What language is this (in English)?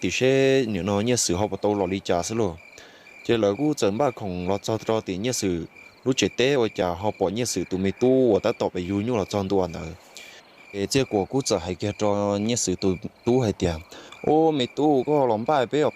Hmong